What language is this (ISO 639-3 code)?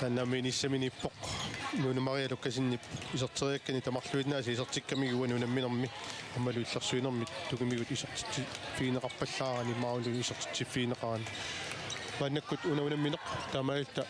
kal